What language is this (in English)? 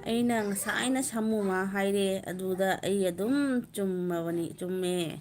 Manipuri